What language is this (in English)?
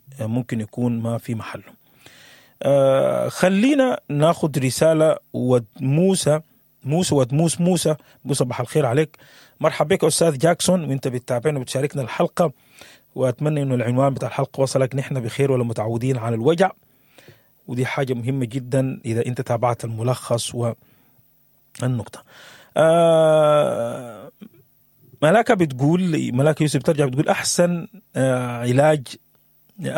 Sudanese Arabic